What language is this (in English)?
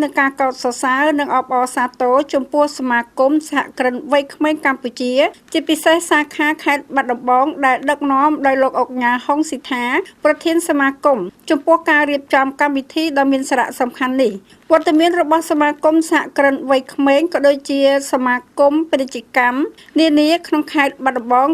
Khmer